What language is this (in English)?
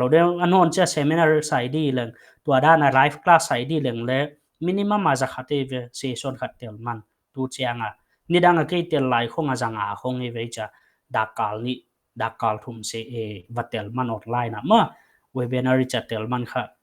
Paite Chin